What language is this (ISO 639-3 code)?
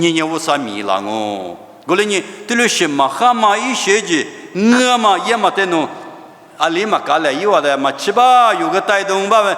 lis